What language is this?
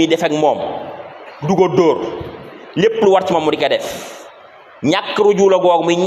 Wolof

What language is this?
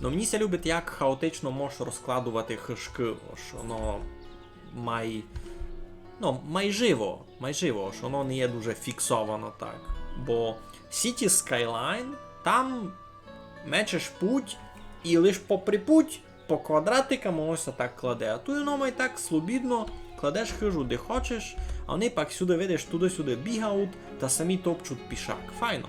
Rusyn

